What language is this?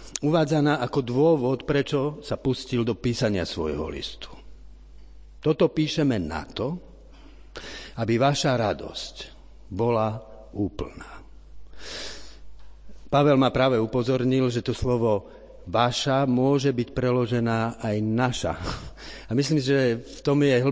Slovak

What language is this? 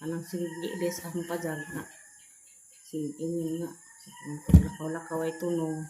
Cebuano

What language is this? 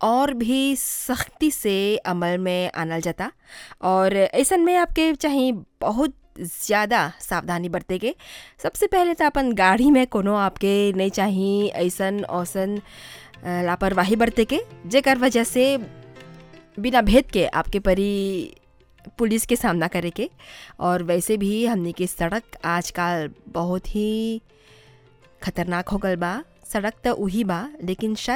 Bhojpuri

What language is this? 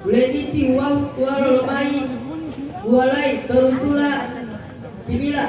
Gorontalo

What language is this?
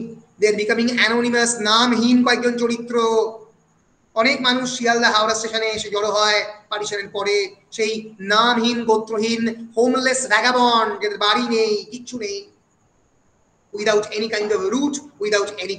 Bangla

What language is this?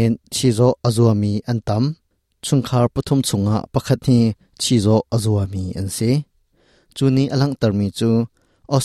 Hakha Chin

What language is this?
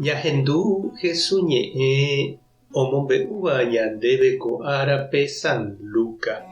Guarani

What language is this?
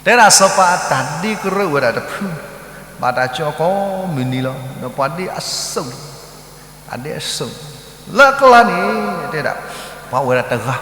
S'gaw Karen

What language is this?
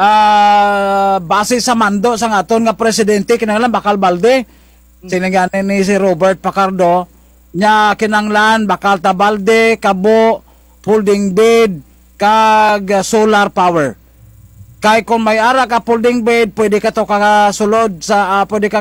Kinaray-a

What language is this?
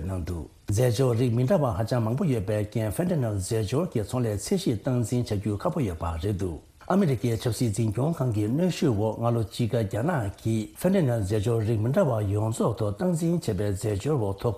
Tibetan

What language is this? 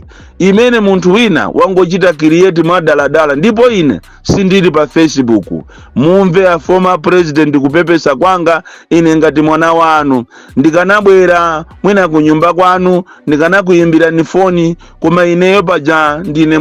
Nyanja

